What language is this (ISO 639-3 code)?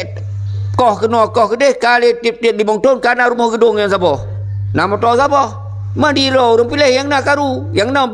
ace